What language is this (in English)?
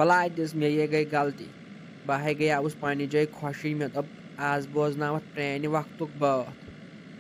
Kashmiri